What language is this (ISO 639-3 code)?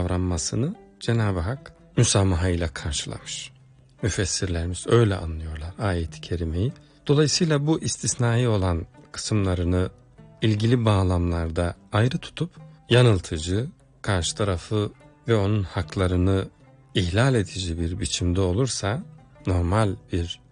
tur